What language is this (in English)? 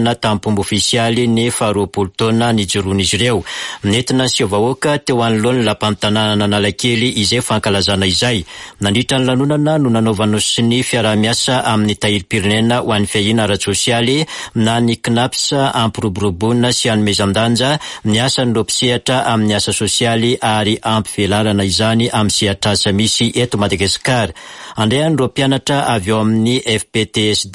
Malagasy